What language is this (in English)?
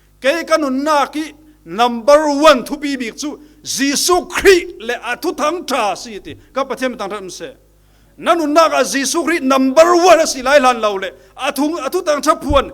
Falam Chin